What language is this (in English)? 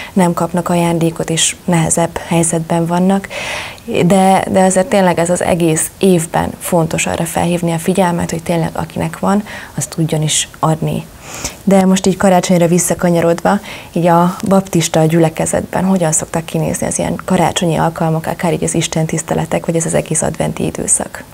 Hungarian